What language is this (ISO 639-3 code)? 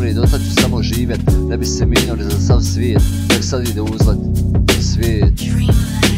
bos